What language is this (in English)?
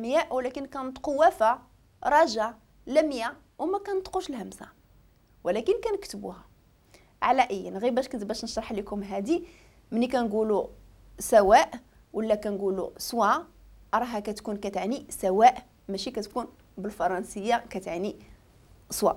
Moroccan Arabic